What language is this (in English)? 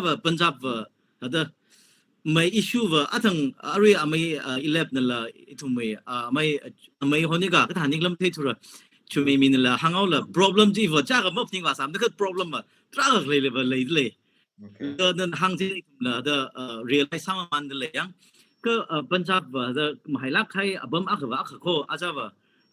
Tangkhul Naga (India)